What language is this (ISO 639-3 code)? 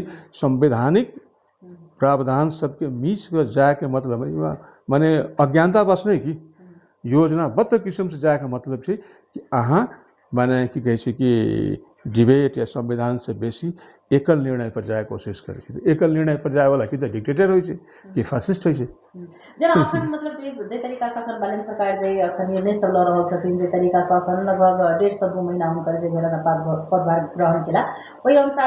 mai